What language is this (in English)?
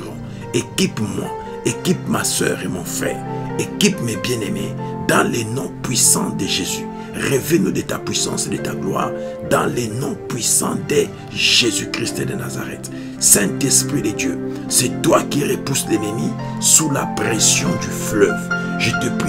French